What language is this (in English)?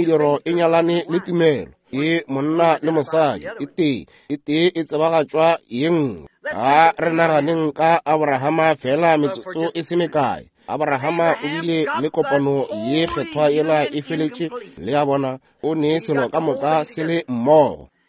Northern Sotho